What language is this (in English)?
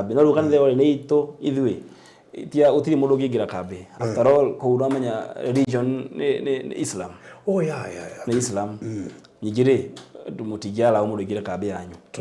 Kikuyu